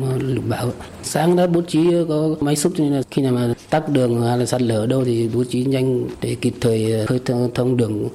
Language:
Vietnamese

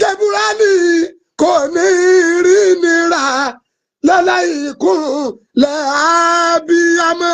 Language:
Yoruba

